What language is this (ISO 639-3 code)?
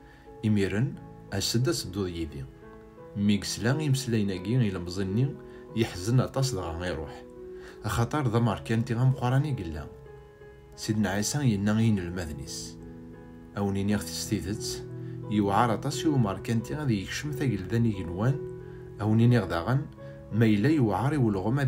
kab